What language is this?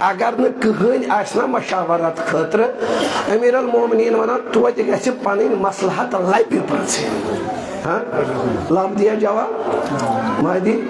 Kashmiri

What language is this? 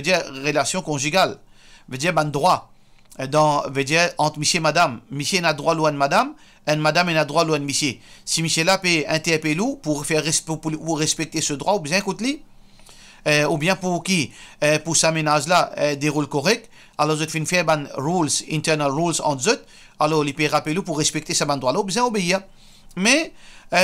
Morisyen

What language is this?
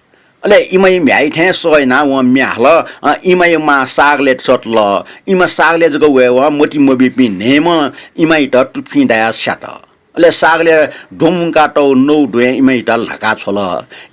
Newari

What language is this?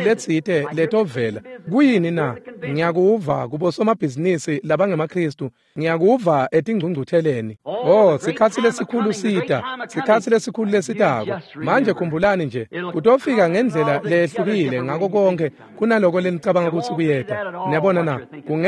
Swati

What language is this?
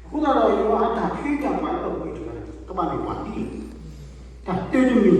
S'gaw Karen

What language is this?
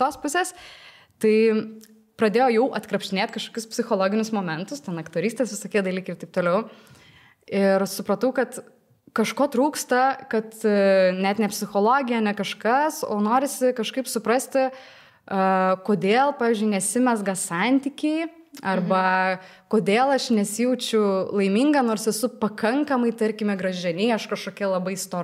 Lithuanian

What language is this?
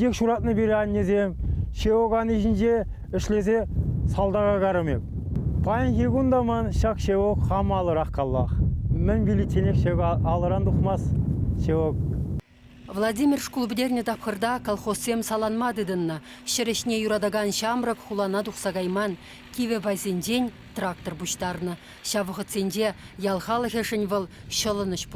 Chuvash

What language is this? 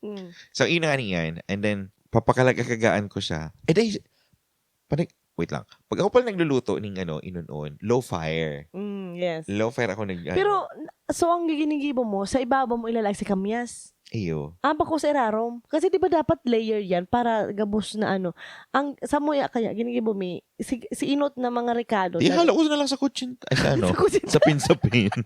Bikol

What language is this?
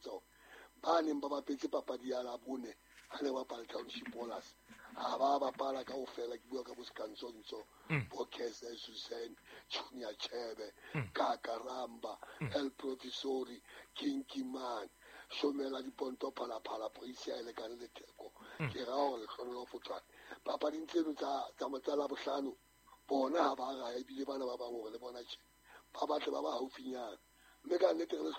Southern Sotho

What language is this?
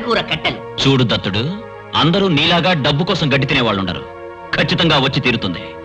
Telugu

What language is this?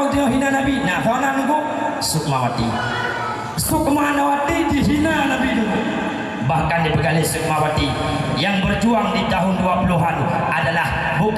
Achinese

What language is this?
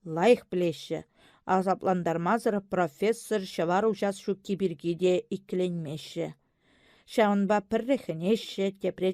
Chuvash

